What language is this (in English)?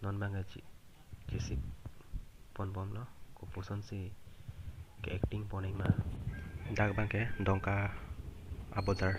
Karbi